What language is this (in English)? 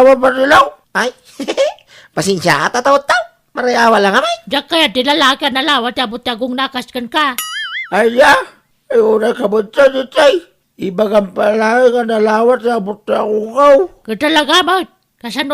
Iloko